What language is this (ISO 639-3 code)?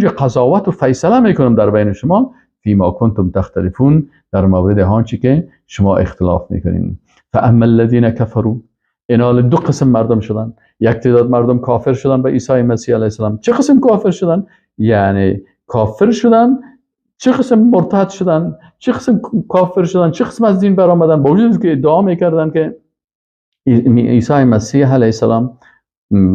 fas